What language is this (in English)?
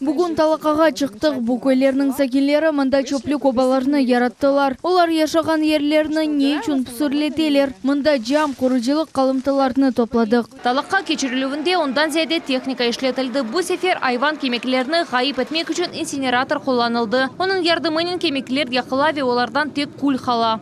Crimean Tatar